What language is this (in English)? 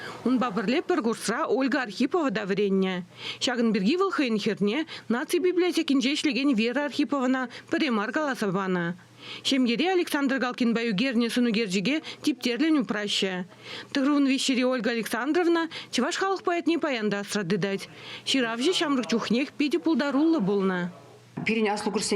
Chuvash